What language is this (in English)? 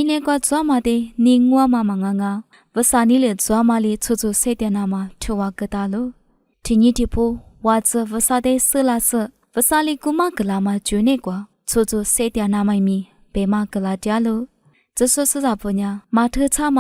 Lisu